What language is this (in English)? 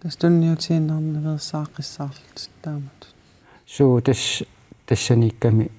Kalaallisut